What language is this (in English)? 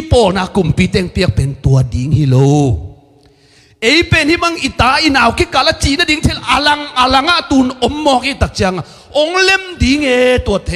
Tedim Chin